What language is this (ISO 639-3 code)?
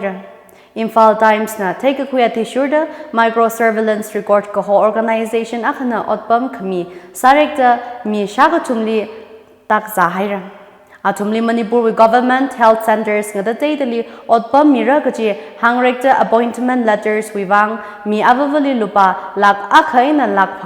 nmf